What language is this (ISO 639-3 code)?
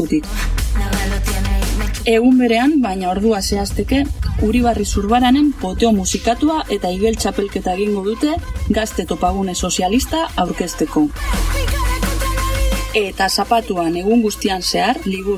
eus